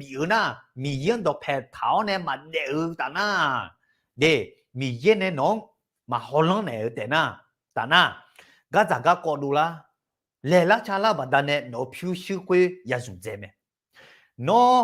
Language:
Akha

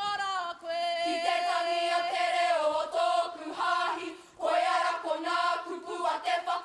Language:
Māori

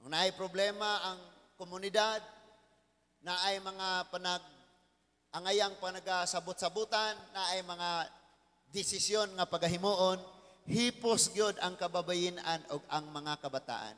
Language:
Cebuano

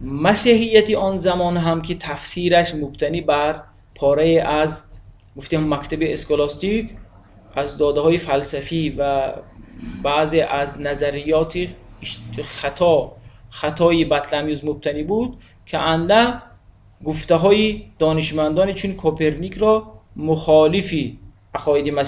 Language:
Tajik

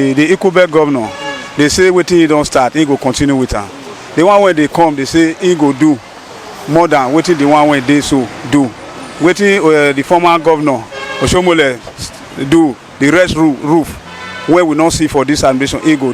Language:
Nigerian Pidgin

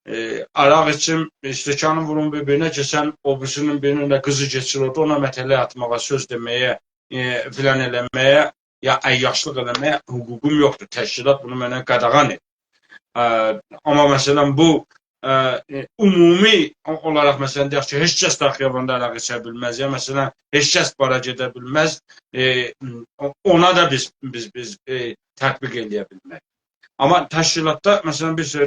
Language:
South Azerbaijani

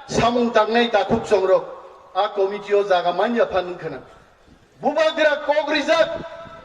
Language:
Kok Borok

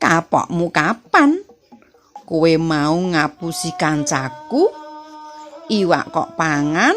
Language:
Javanese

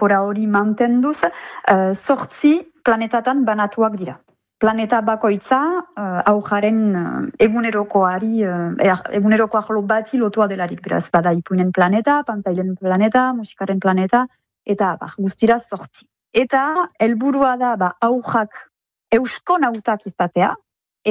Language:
Basque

